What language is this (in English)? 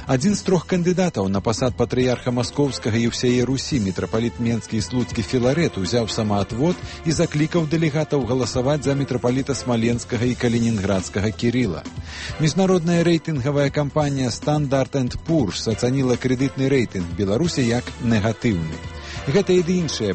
Belarusian